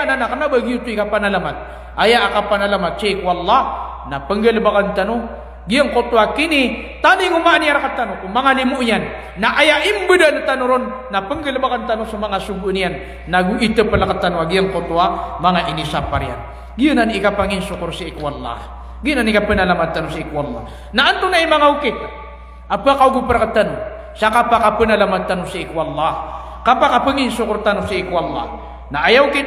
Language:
Maranao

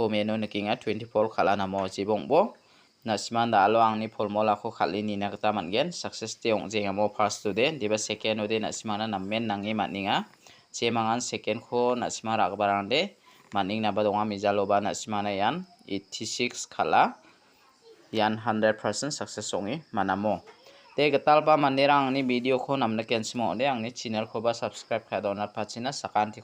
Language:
Garo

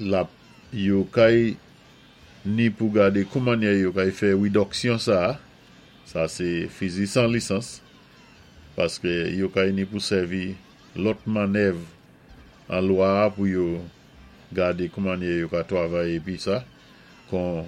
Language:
Saint Lucian Creole French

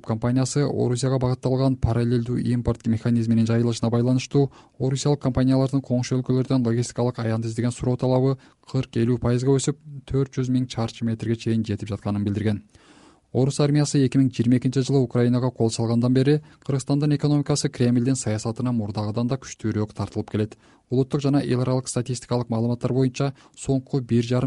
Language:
Kyrgyz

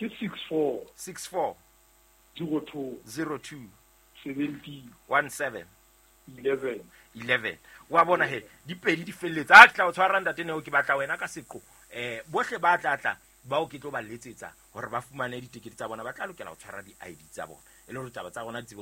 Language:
Southern Sotho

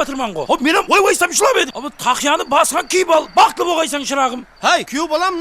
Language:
Kara-Kalpak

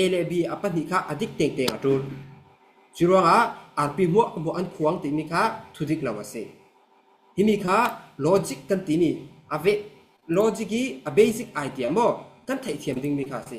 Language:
Falam Chin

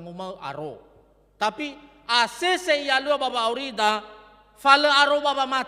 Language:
Nias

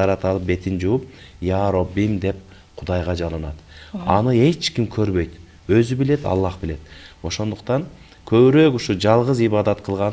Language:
Kyrgyz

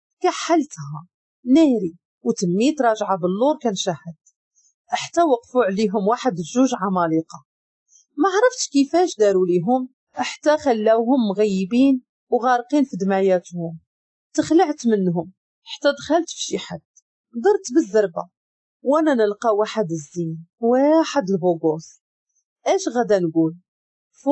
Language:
Moroccan Arabic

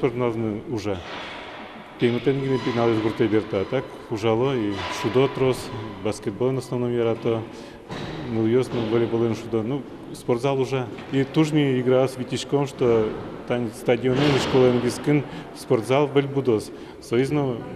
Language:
Udmurt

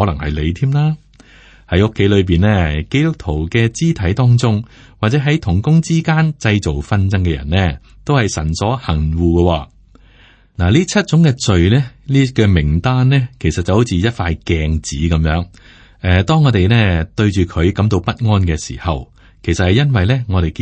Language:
Cantonese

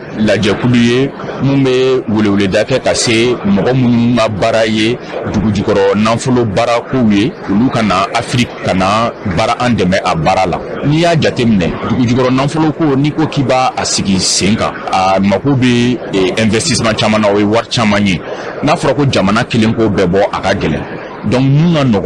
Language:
Bambara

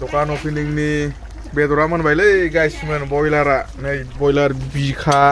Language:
Bodo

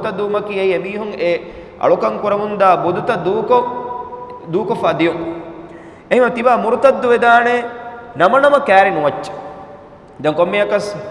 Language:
Divehi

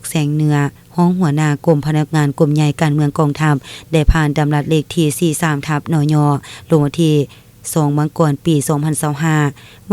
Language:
Lao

